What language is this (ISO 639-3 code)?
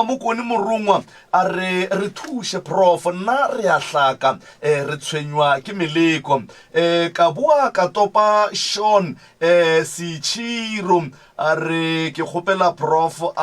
nso